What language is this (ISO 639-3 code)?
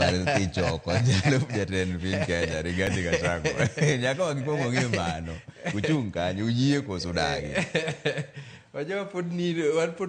luo